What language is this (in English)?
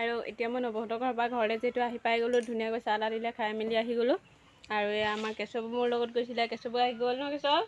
Assamese